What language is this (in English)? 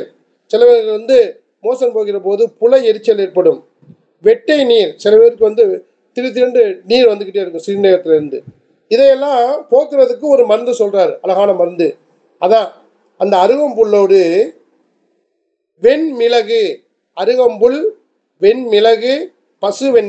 Tamil